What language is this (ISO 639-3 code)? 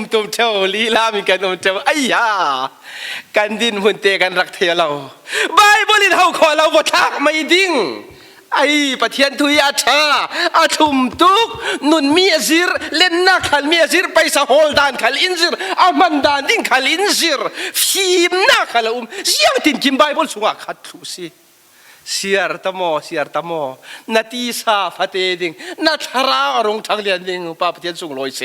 cfm